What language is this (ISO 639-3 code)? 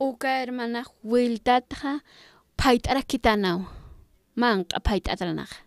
aym